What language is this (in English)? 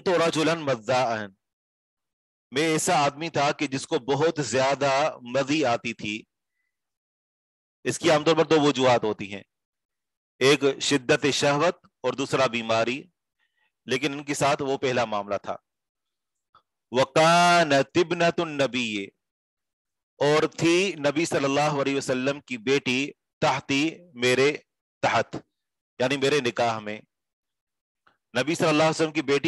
Urdu